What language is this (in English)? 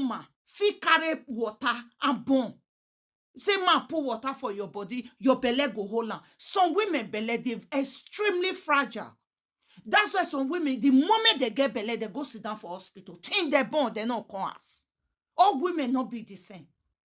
Nigerian Pidgin